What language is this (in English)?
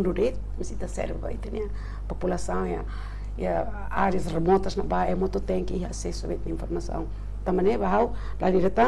Tetum